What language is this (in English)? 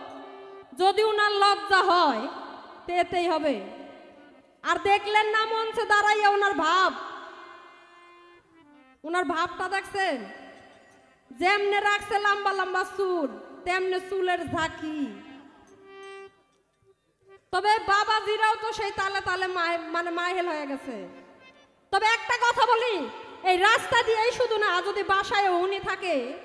Bangla